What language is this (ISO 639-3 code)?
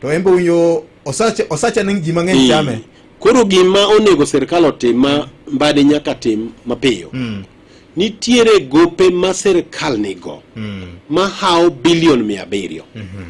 luo